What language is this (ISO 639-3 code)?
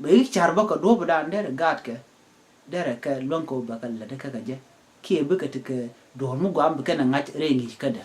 nus